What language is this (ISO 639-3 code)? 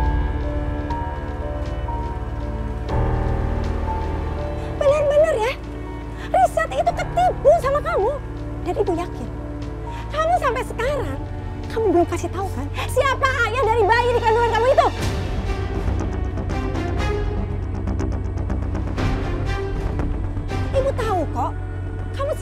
ind